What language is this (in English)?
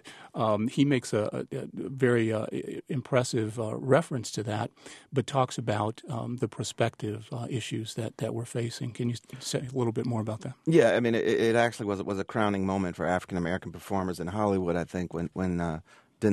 English